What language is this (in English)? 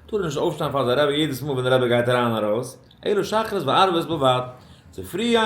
Yiddish